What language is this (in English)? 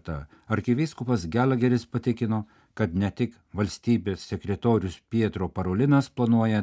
Lithuanian